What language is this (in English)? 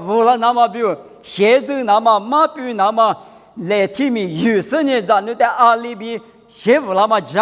Lisu